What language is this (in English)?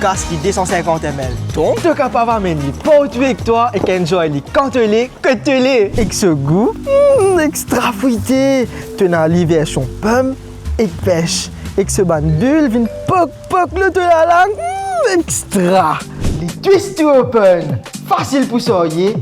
Morisyen